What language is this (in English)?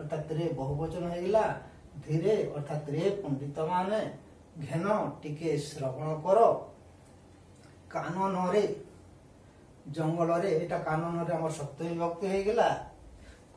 Odia